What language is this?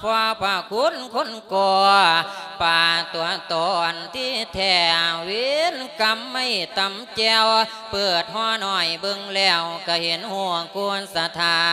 Lao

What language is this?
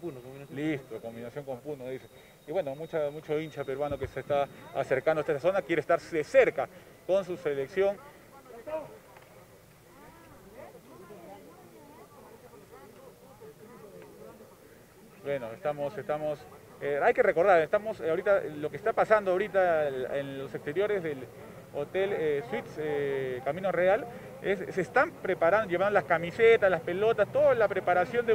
Spanish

